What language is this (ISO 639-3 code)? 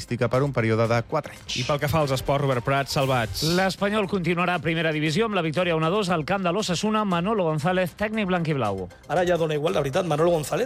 cat